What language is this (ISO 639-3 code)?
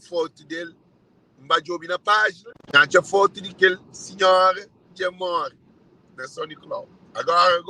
kea